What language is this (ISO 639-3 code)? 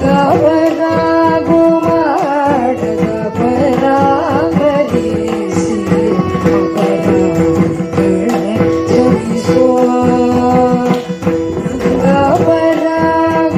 kan